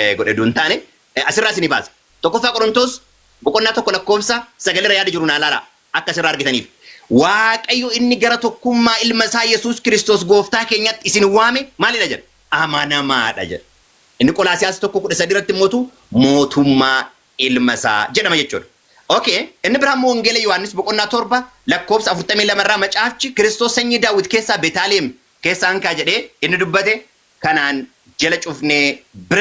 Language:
Oromo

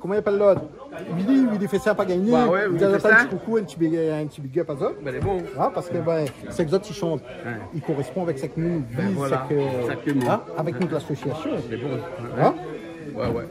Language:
Réunion Creole French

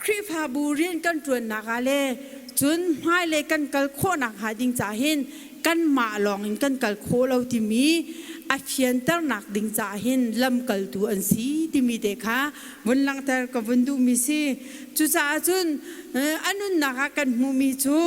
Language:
Hakha Chin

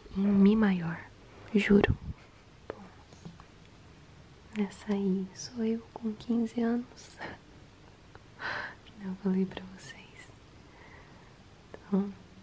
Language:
Portuguese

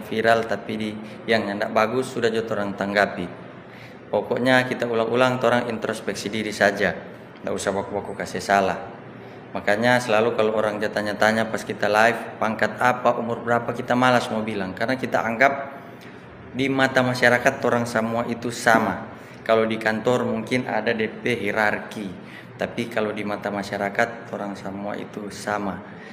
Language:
Manado Malay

